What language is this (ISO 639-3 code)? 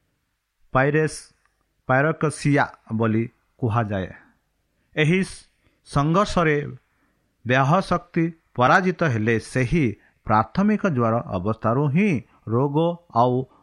ori